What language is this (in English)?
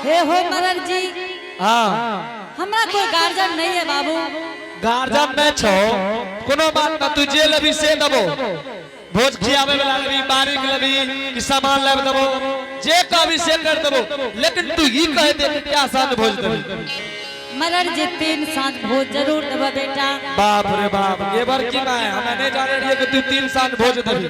Angika